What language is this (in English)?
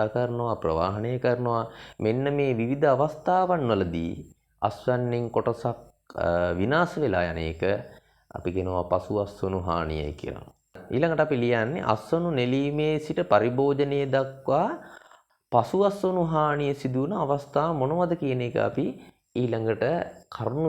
Sinhala